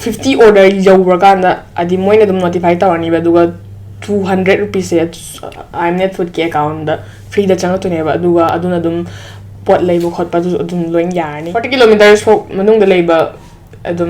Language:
Manipuri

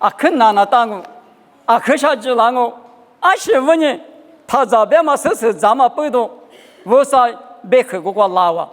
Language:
Lisu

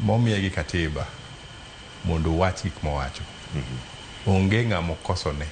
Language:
Luo (Kenya and Tanzania)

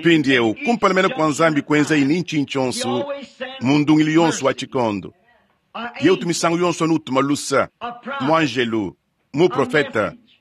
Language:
Luba-Lulua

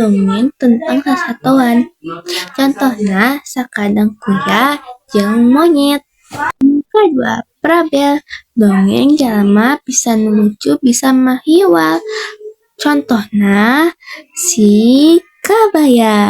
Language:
Sundanese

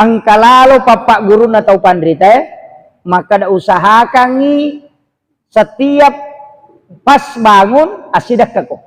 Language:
Buginese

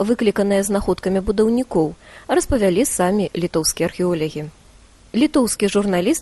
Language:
Belarusian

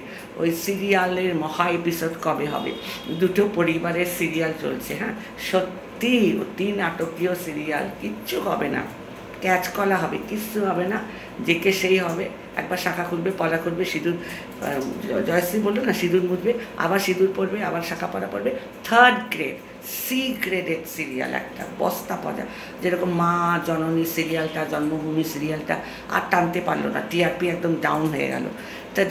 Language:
Bangla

